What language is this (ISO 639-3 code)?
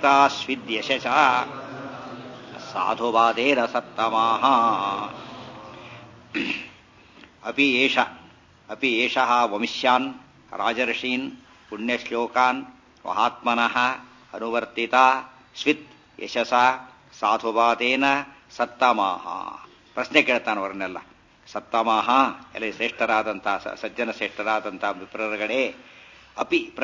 kan